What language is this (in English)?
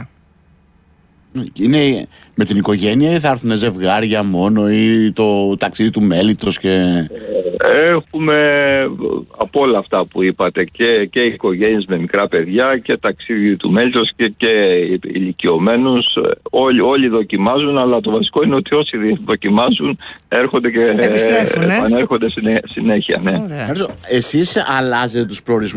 Greek